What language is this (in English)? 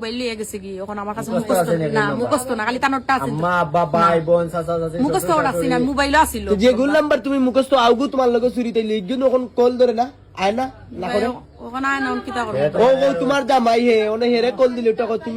Sylheti